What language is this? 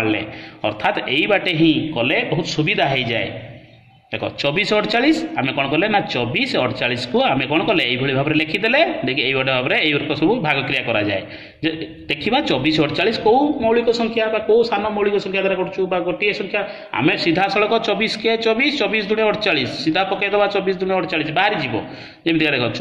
Odia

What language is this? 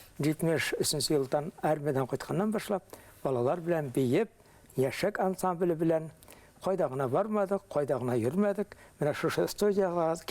Bashkir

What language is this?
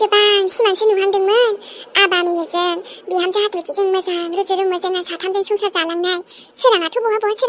Bodo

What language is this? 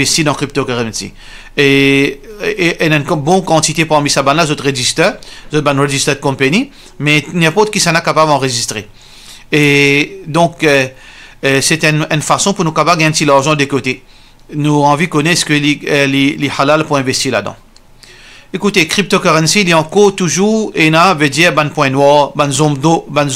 Morisyen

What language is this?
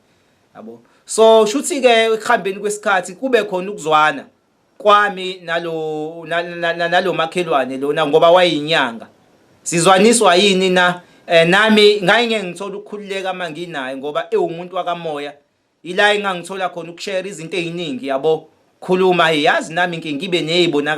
Zulu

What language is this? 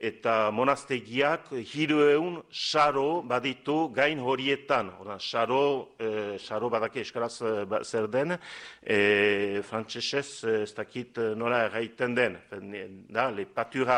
Basque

